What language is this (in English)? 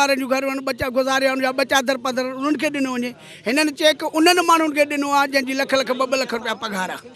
Sindhi